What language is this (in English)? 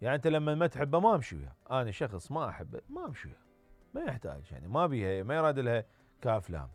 Mesopotamian Arabic